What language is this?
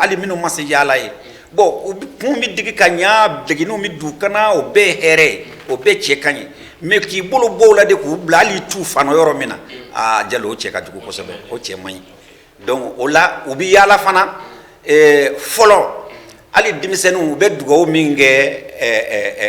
Bambara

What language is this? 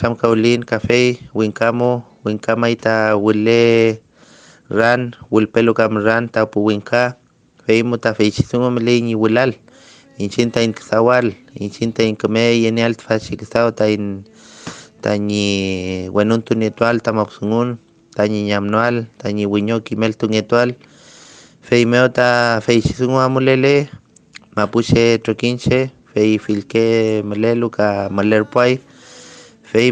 Mapuche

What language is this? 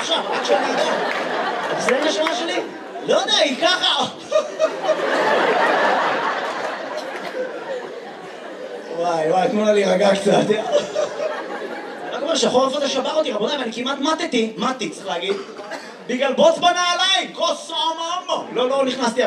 Hebrew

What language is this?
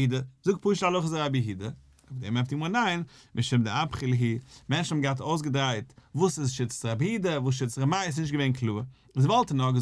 Yiddish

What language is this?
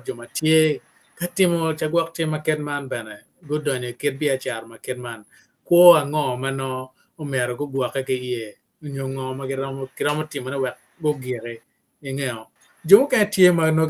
Acoli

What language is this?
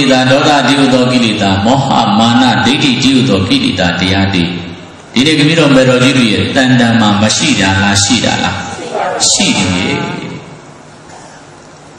Burmese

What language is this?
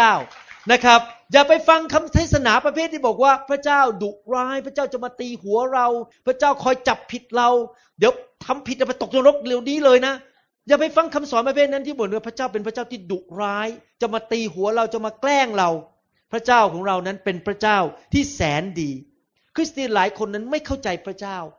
Thai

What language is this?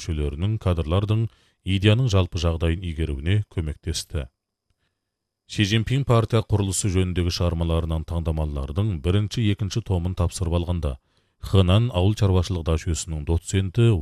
Kazakh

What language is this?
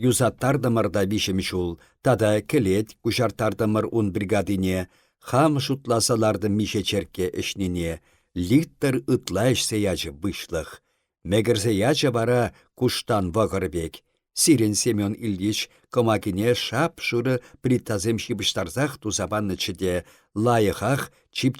Chuvash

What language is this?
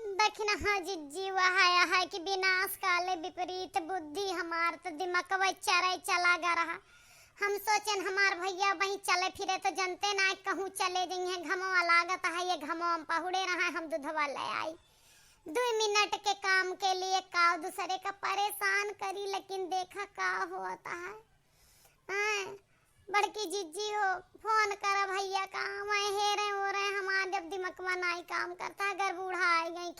Awadhi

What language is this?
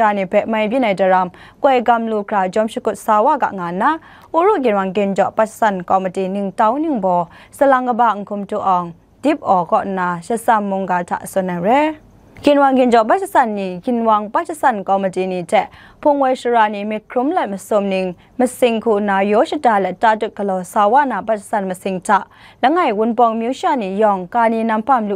Kachin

